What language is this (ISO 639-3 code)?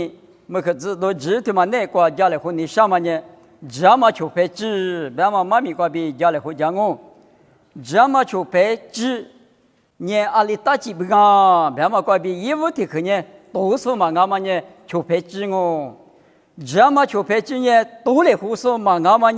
lis